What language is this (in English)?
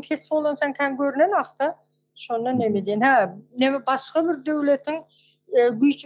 Turkmen